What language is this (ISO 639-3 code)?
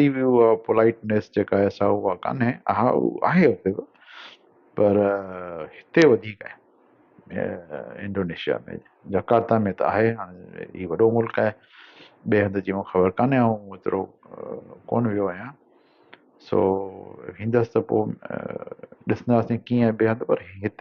snd